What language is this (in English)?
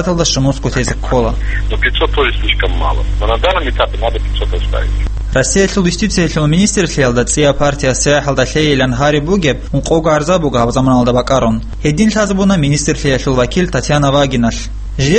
Avaric